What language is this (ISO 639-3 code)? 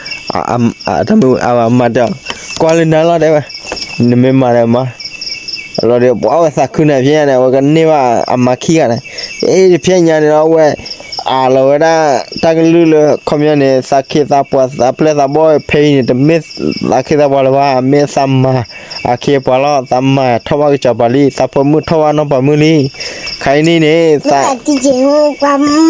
ksw